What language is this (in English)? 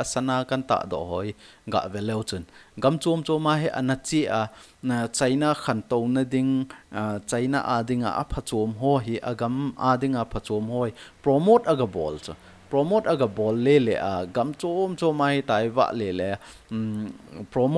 Thado Chin